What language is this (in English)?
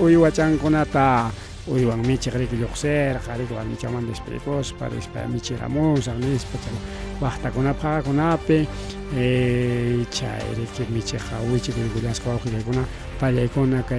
Ayacucho Quechua